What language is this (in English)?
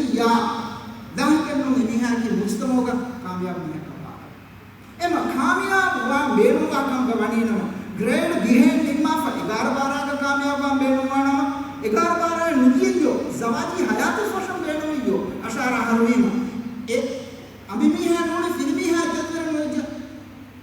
Divehi